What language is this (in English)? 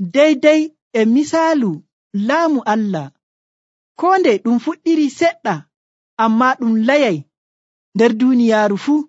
Nigerian Fulfulde